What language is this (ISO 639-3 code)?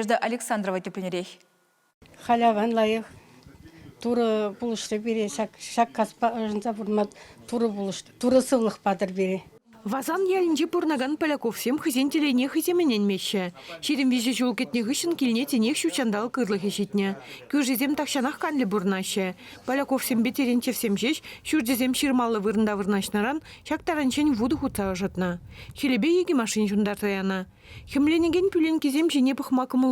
chv